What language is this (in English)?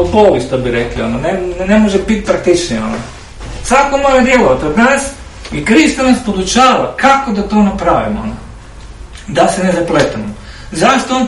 Croatian